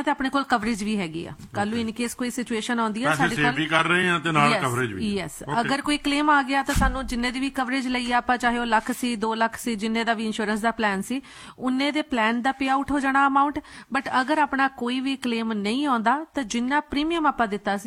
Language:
Punjabi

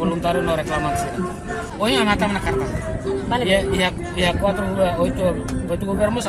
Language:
Tetum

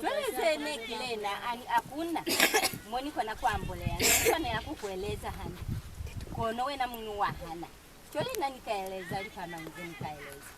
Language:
Lozi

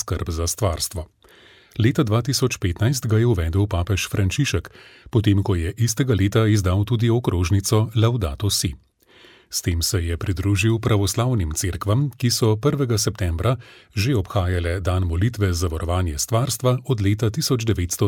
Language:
Slovenian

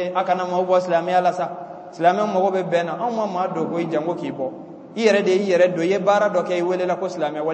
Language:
Bambara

